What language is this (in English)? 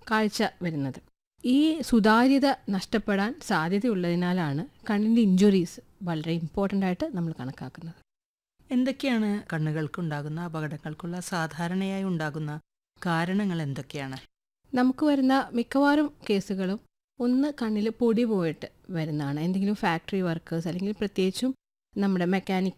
Malayalam